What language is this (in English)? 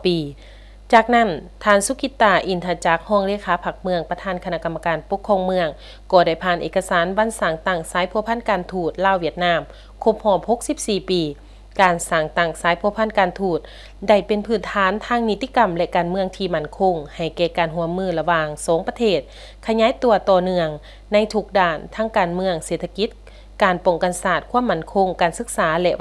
Lao